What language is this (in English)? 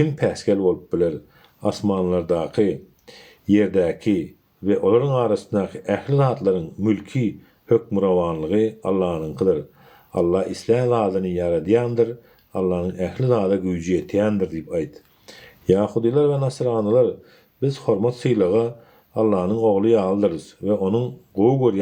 Turkmen